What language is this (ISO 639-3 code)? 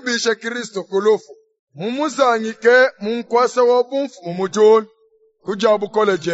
lua